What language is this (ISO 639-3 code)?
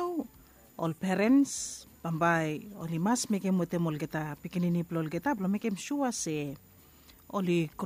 bis